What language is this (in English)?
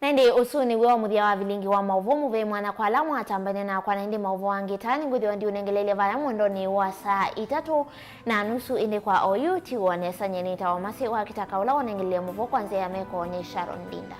Kamba